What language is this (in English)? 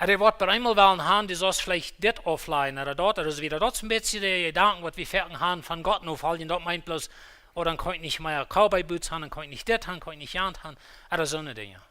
Plautdietsch